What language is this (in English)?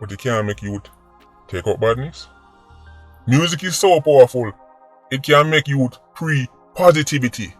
Jamaican Creole English